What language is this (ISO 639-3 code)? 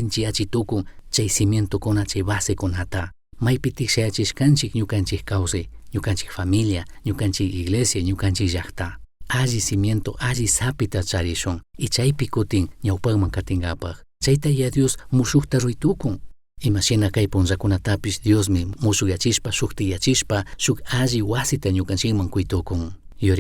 qug